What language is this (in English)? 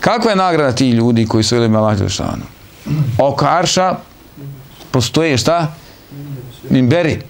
Bosnian